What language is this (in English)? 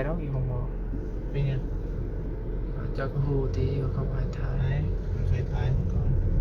Northeastern Thai